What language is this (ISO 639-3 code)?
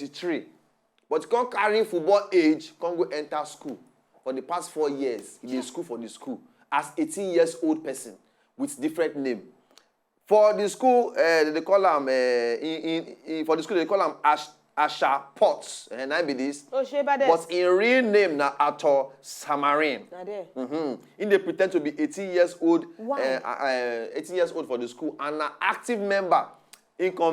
pcm